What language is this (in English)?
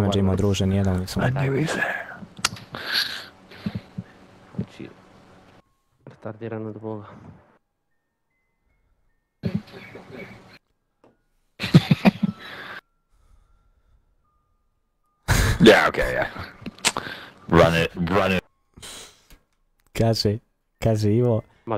Croatian